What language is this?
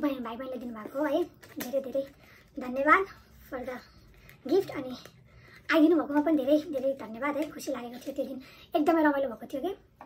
Nepali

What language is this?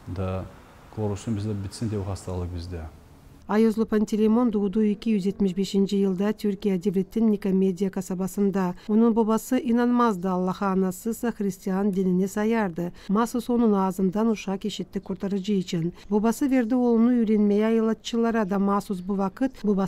Gagauz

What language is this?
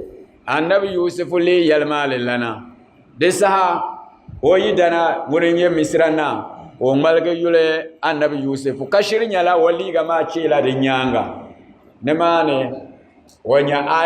Dagbani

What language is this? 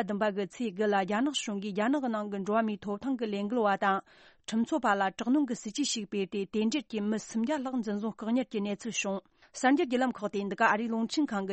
Tibetan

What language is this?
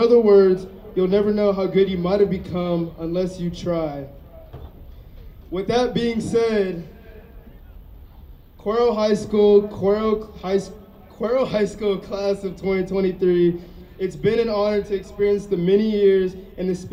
English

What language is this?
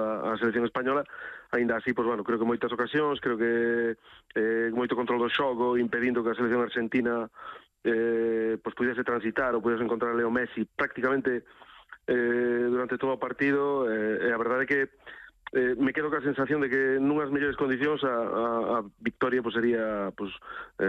Galician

